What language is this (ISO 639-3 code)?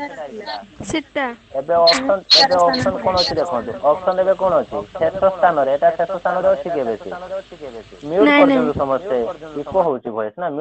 ori